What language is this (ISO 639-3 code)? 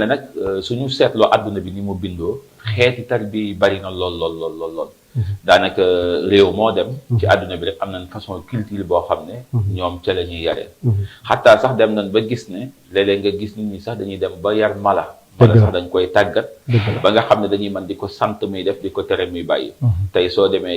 wol